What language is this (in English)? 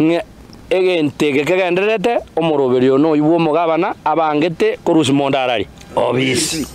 Gusii